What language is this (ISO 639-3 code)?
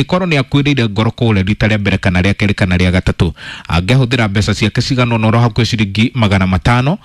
kik